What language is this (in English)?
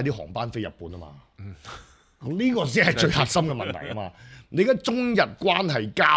Cantonese